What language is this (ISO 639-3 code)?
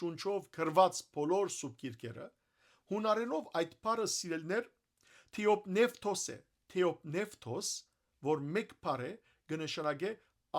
hyw